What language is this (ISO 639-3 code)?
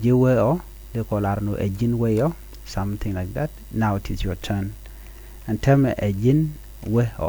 nus